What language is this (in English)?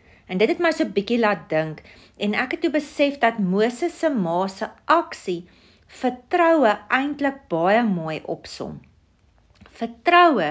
Afrikaans